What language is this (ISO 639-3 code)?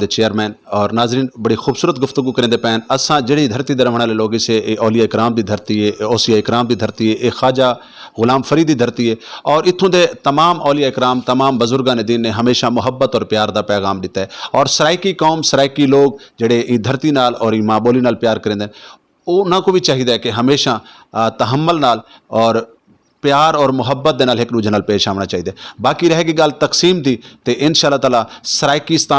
skr